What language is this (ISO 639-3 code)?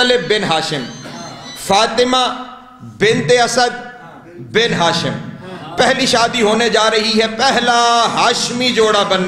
urd